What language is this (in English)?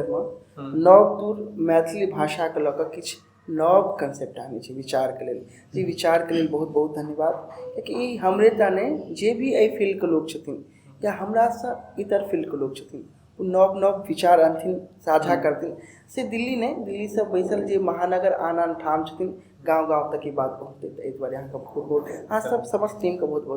Maithili